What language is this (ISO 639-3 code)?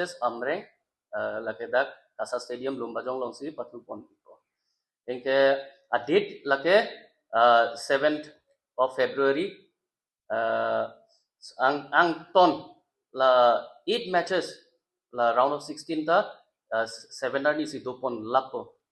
mjw